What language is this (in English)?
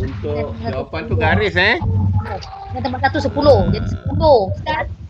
Malay